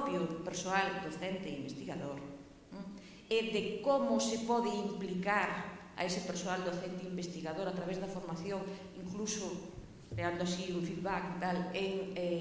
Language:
Galician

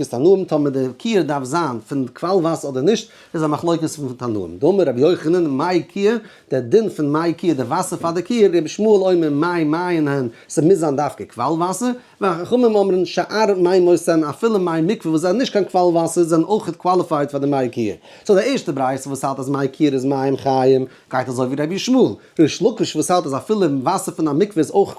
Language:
Yiddish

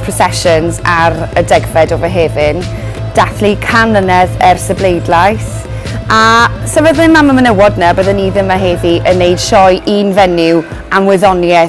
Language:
Welsh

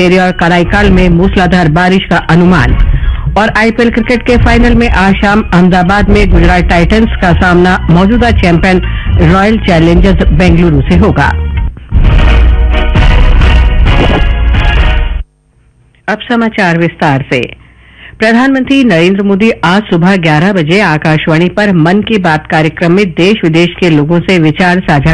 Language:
Hindi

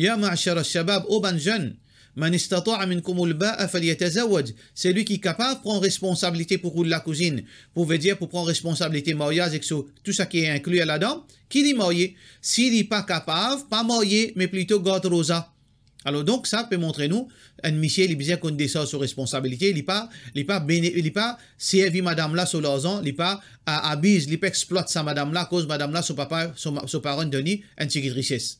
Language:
Morisyen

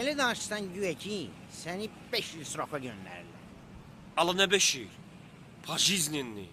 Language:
Azerbaijani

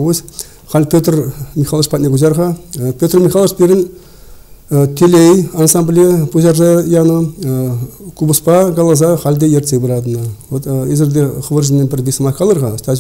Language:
Chuvash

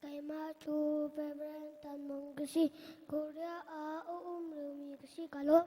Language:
Hakha Chin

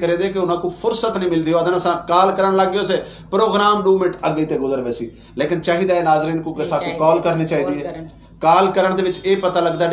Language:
Saraiki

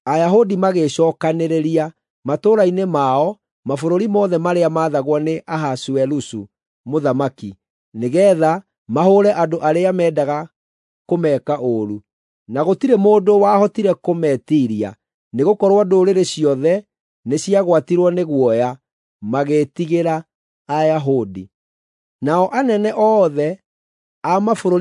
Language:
Kikuyu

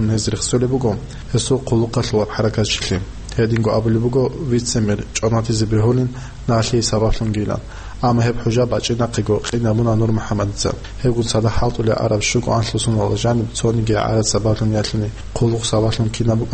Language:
Avaric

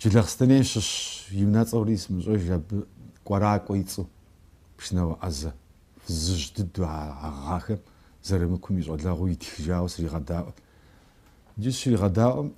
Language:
Kabardian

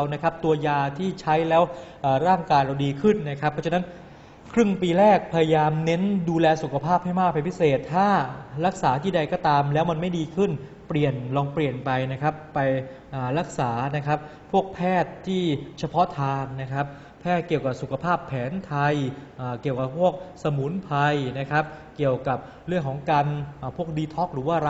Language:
Thai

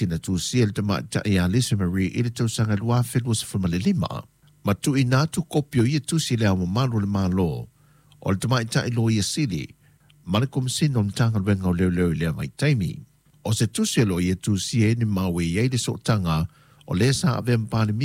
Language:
Samoan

